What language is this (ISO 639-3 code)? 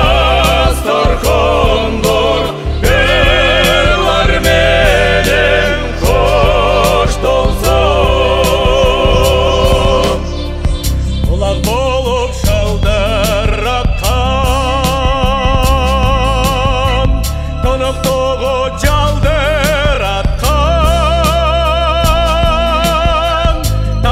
kir